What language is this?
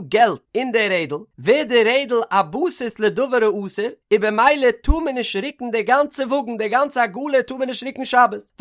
Yiddish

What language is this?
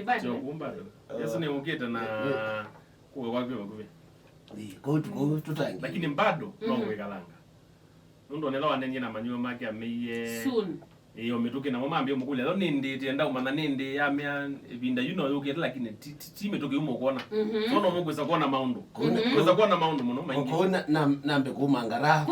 Kamba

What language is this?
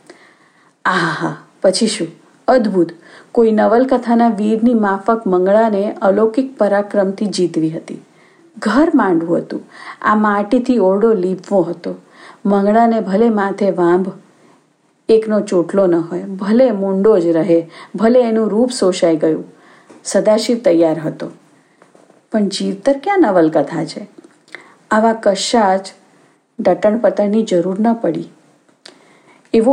Gujarati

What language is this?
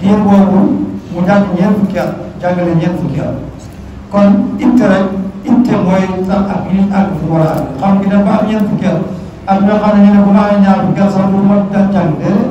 Wolof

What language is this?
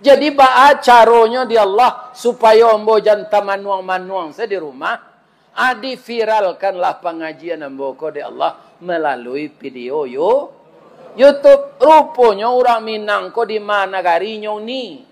Minangkabau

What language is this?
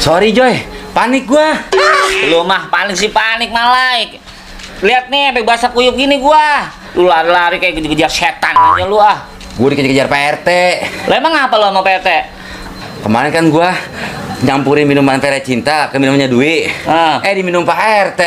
Betawi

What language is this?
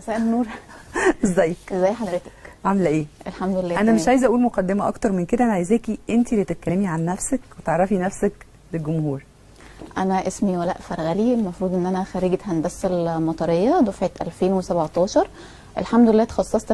Egyptian Arabic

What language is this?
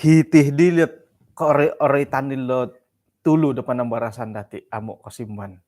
Central Dusun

